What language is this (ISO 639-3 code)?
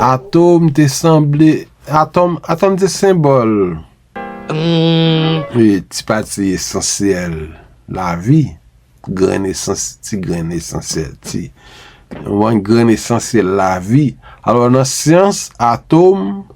hat